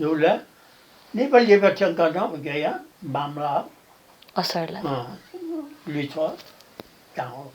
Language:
Newari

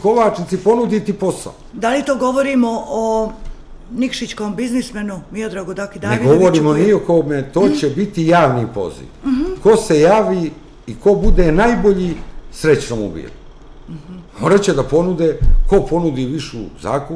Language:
Serbian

